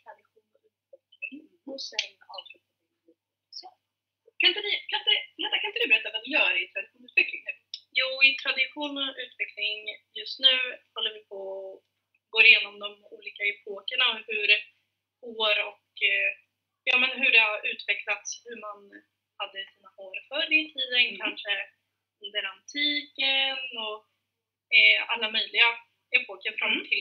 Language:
Swedish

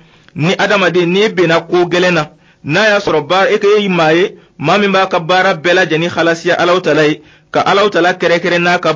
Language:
Dyula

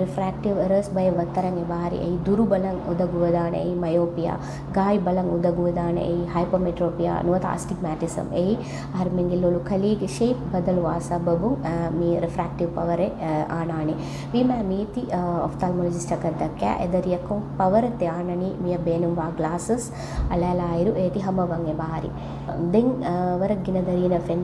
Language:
Divehi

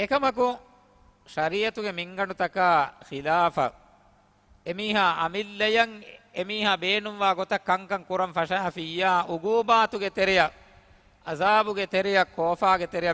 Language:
Divehi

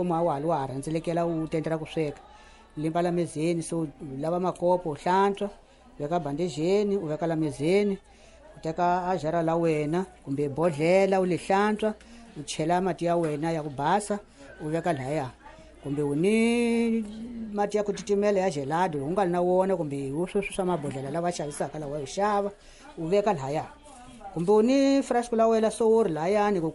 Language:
Tsonga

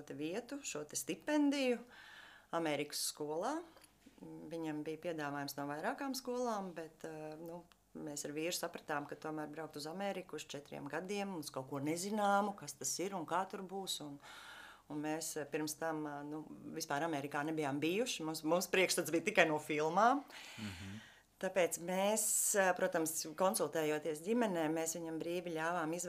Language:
Latvian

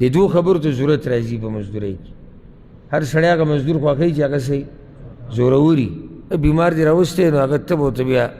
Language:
Pashto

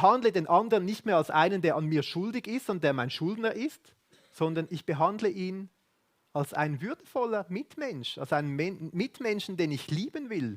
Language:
Swiss German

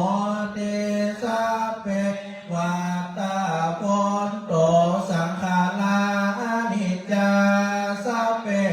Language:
Pali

